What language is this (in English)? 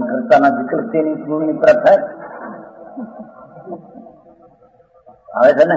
Gujarati